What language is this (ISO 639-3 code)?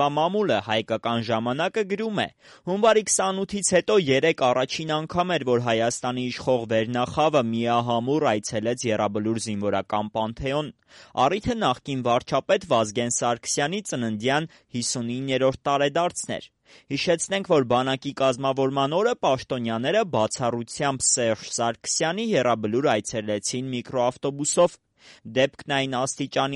hye